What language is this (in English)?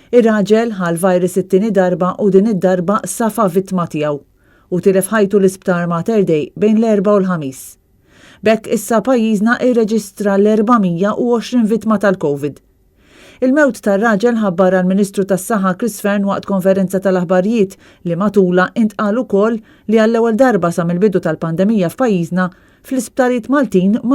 Maltese